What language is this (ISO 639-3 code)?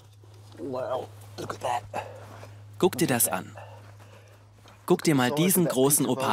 deu